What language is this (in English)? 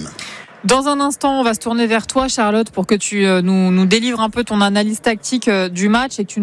French